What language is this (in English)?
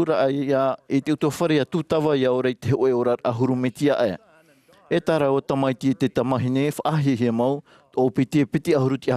Tahitian